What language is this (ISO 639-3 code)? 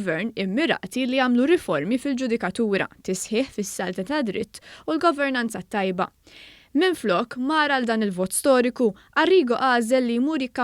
mlt